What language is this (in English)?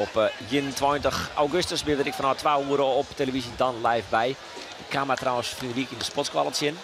Western Frisian